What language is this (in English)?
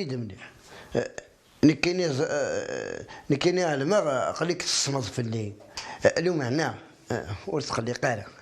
Kabyle